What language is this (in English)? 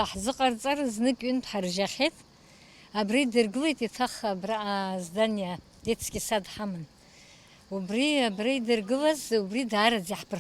Abkhazian